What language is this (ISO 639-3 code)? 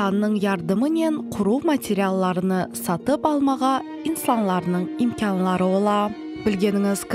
crh